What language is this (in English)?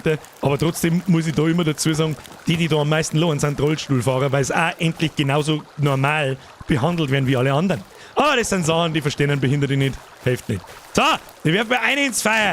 Bavarian